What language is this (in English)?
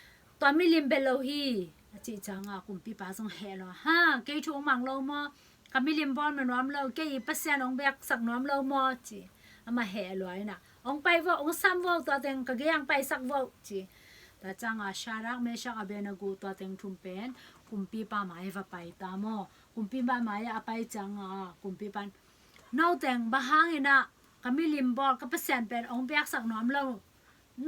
Tedim Chin